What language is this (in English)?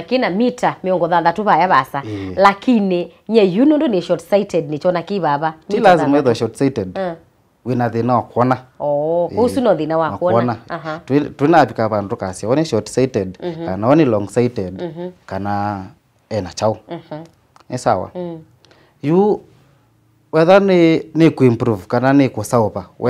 Kamba